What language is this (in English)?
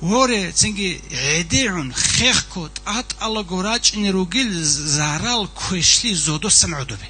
Avaric